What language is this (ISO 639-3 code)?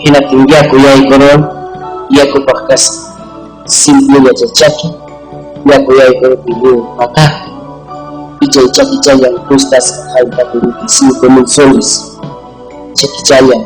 quy